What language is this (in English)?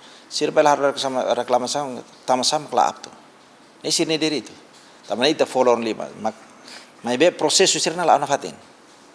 Tetum